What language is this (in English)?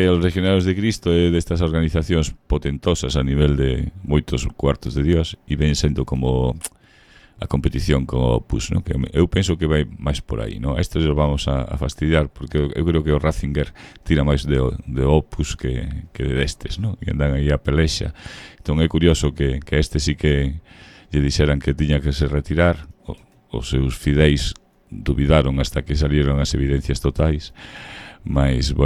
Galician